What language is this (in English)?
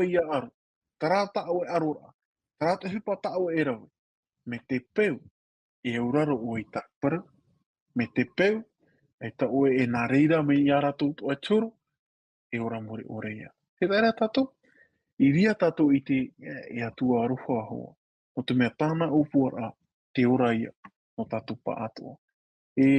Tahitian